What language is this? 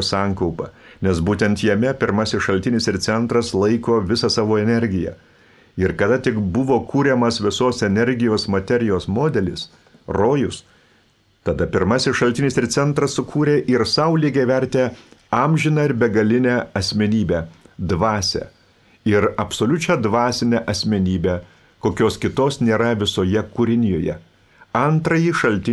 Lithuanian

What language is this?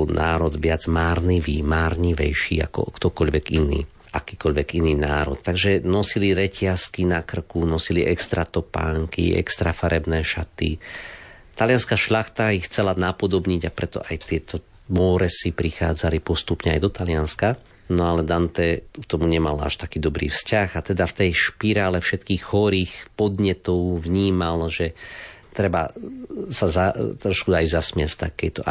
Slovak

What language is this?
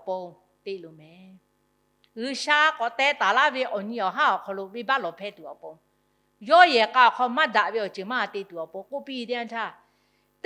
Lahu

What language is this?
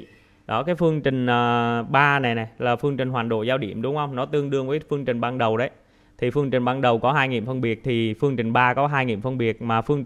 Vietnamese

